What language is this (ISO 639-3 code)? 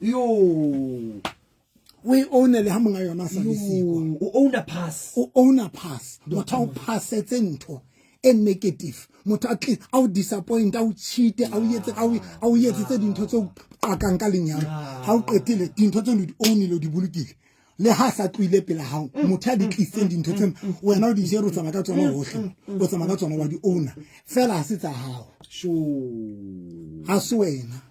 sot